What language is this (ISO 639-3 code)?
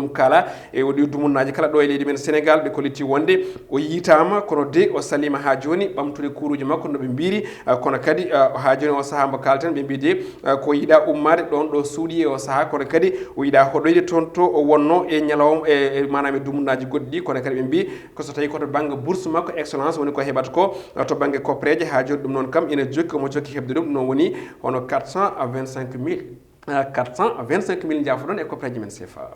ful